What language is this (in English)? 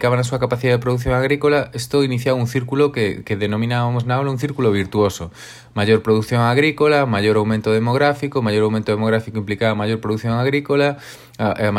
Galician